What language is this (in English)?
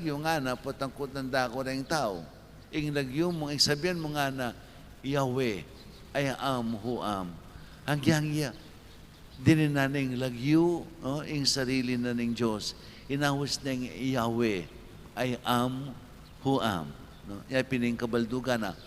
Pampanga